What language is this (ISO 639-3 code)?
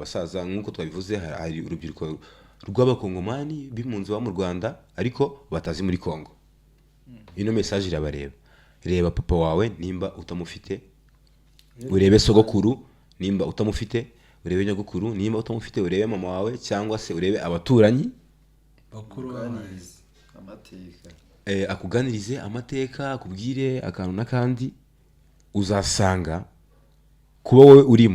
kin